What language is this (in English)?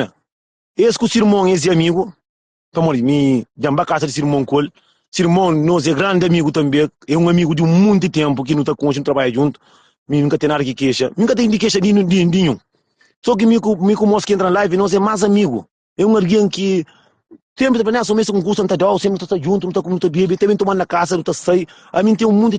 Kabuverdianu